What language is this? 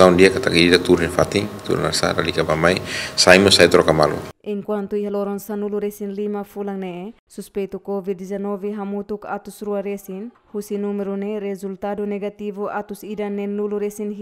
Tetum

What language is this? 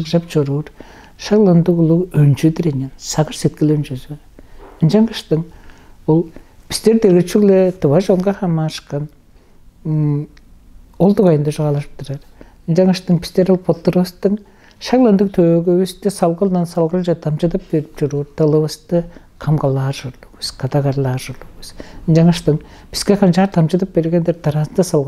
Tuvinian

